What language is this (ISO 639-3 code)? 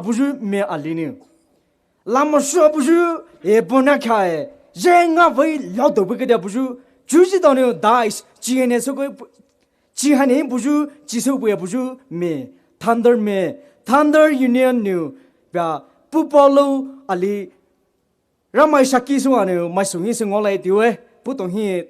pmx